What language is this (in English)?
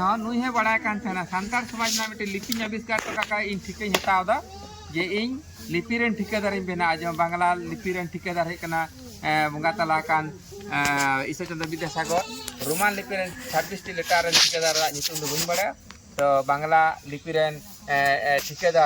Santali